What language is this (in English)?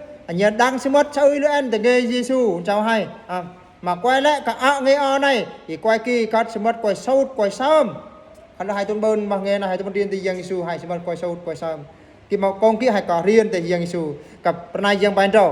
Eastern Bru